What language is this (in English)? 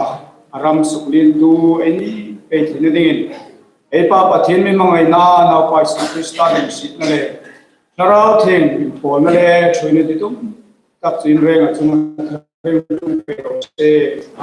Hmar